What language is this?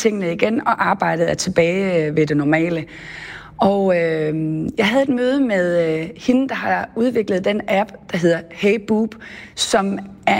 Danish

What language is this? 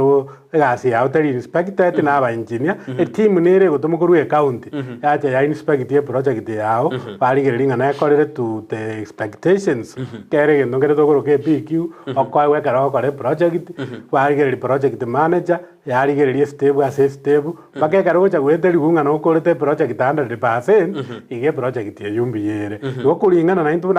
Gusii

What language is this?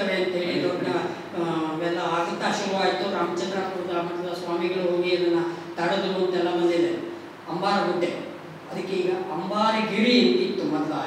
Kannada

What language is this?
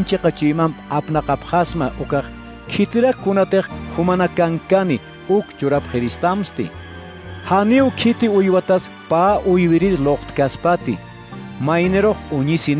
Aymara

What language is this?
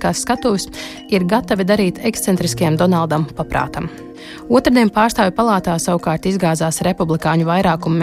Latvian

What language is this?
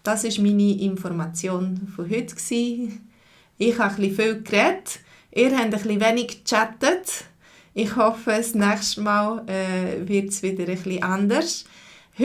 Swiss German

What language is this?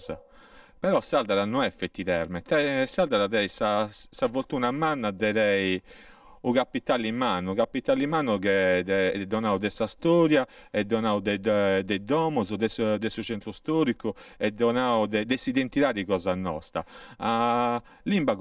Sardinian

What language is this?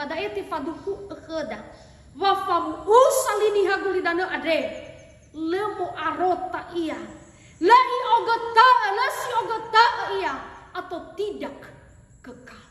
Nias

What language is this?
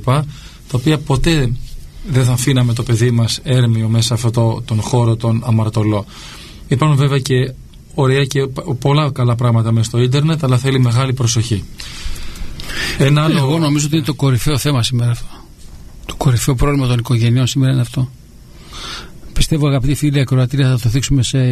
Greek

